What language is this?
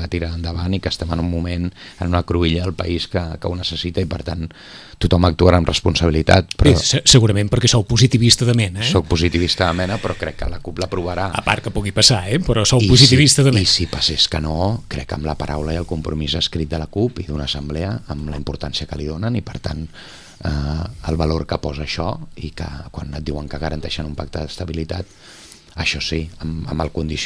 Catalan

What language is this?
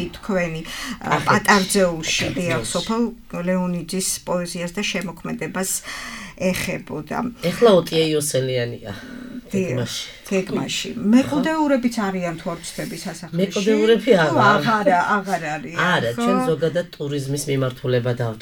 Georgian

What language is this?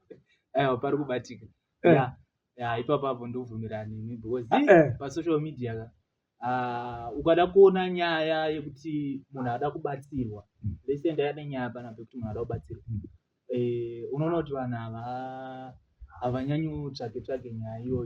Shona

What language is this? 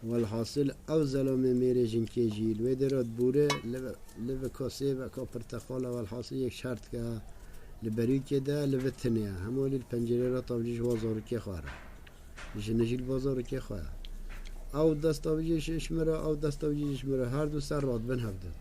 Kurdish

